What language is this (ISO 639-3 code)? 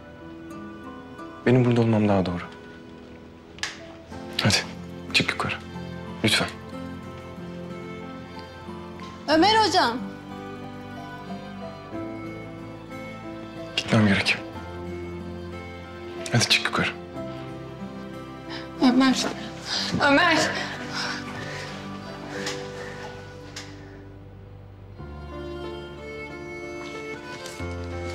tur